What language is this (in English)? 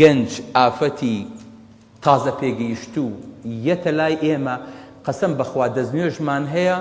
Central Kurdish